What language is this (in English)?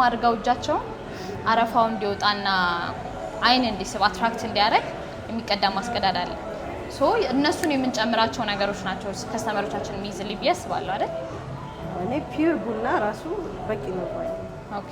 Amharic